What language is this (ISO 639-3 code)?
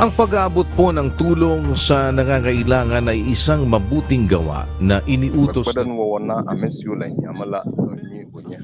ewe